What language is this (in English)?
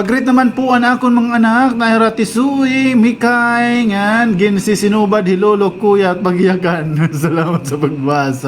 Waray